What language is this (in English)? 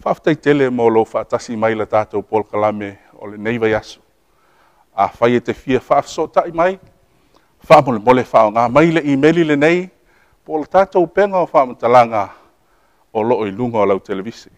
Samoan